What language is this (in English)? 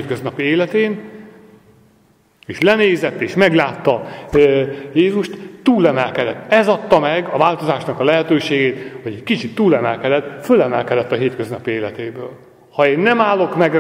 Hungarian